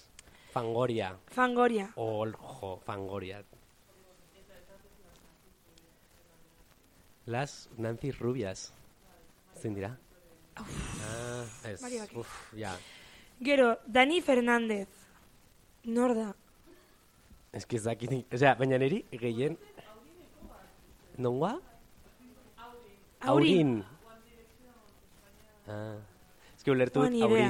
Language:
Basque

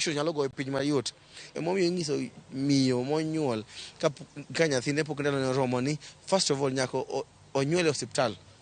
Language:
Luo (Kenya and Tanzania)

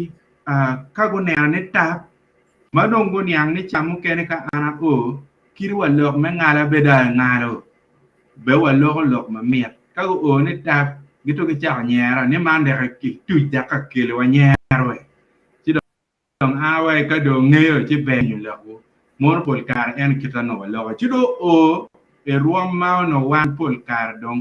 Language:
Acoli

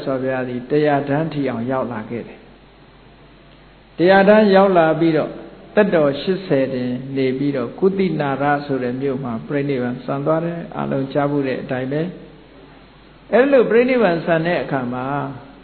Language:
Burmese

